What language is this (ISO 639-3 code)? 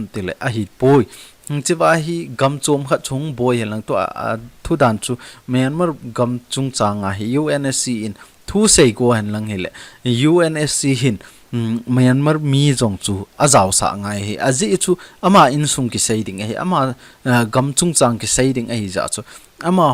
tcz